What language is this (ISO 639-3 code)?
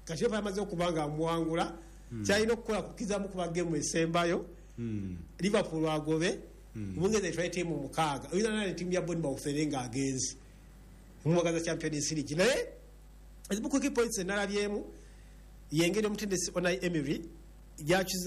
lug